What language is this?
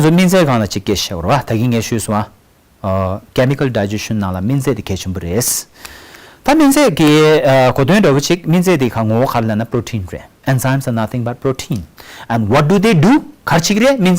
Tibetan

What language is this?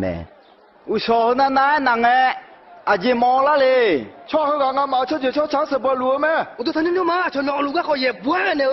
Akha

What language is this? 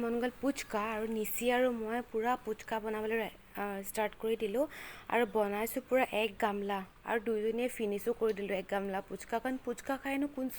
Assamese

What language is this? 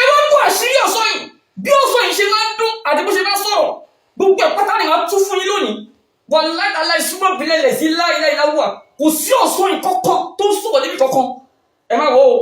Yoruba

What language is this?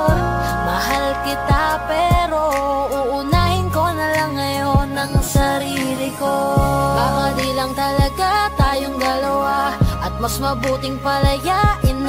Filipino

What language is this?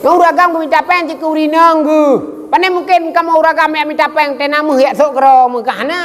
Achinese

